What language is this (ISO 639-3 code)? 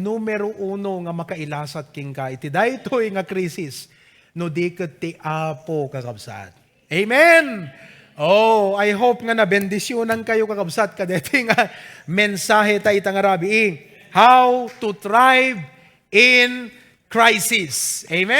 ilo